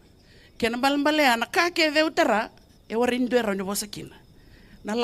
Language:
Fijian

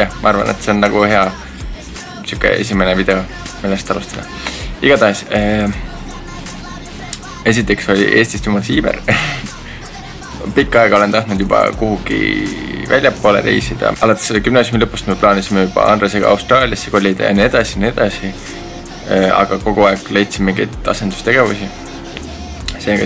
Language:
Estonian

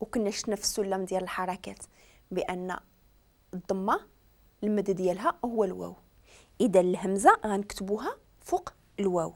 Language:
Moroccan Arabic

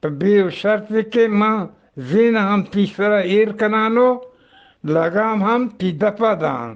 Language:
Eastern Balochi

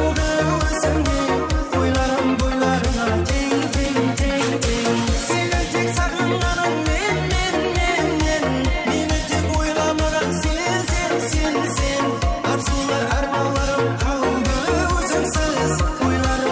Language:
Kara-Kalpak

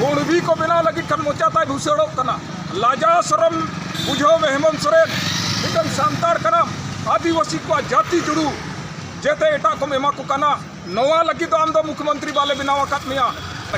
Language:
Santali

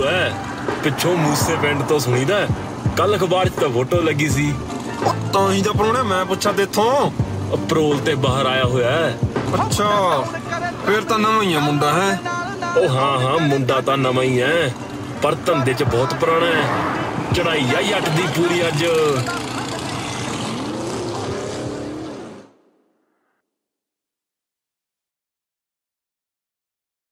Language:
Punjabi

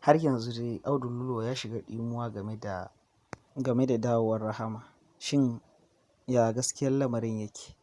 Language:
Hausa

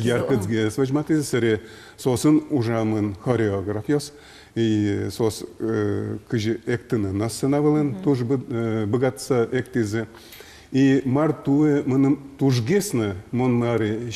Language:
Udmurt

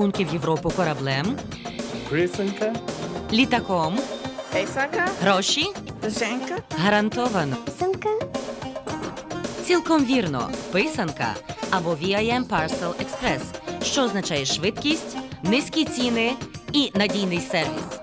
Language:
Ukrainian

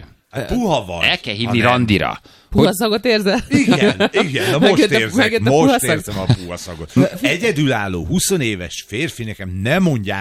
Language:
Hungarian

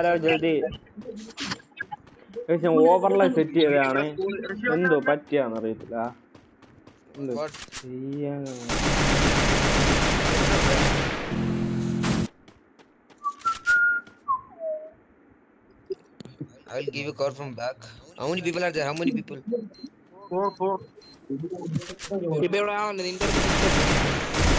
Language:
Malayalam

